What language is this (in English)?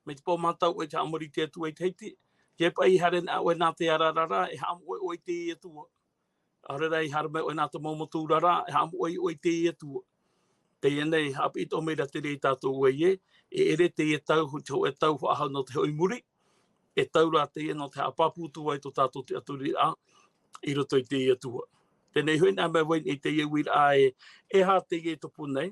Tahitian